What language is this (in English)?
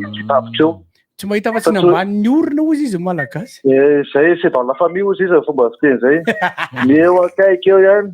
Malagasy